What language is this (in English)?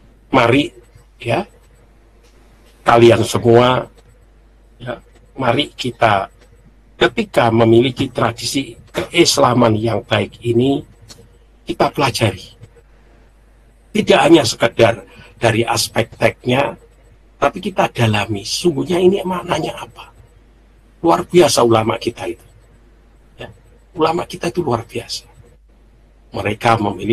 Indonesian